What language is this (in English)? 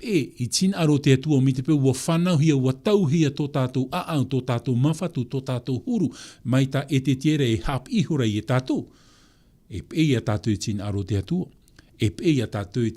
Tahitian